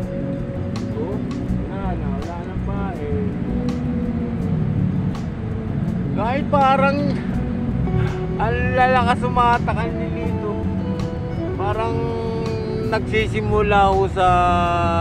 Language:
Filipino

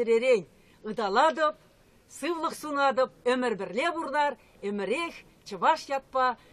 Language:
Chuvash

